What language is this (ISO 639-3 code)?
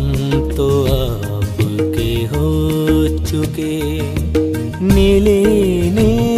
hin